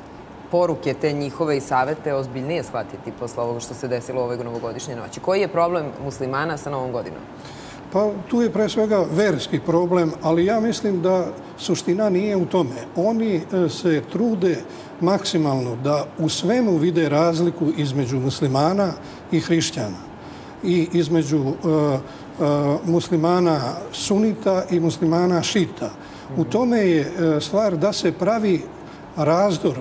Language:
Serbian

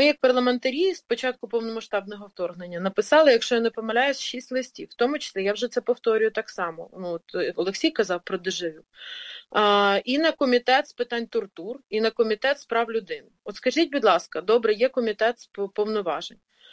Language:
Ukrainian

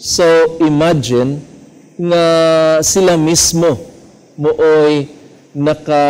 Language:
Cebuano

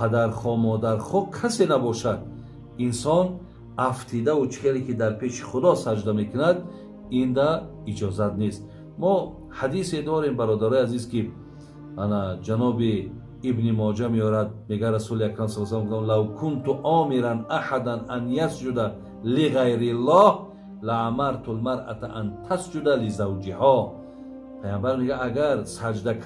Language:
Tajik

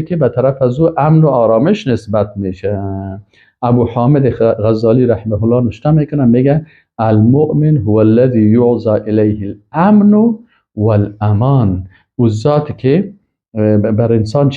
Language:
Persian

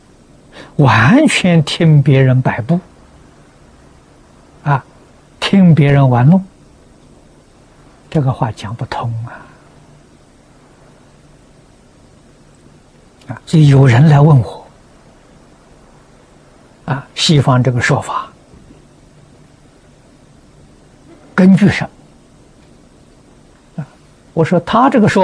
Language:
Chinese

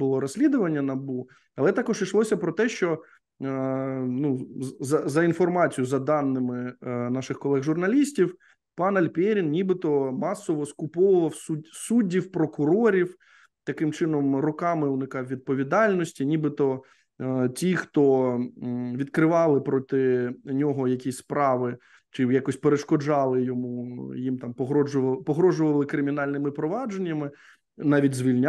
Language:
Ukrainian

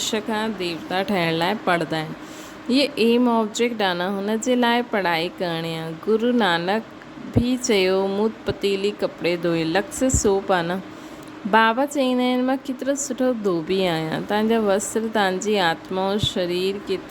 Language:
Sindhi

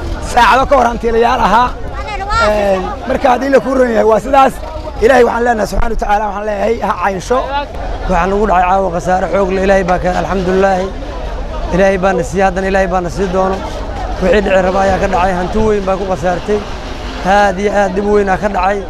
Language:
Somali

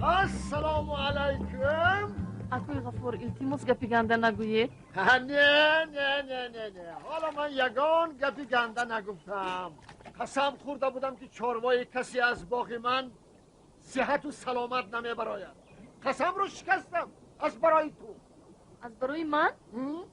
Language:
Tajik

